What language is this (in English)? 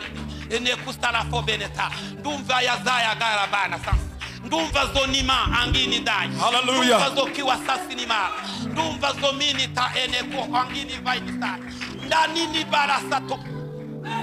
Kinyarwanda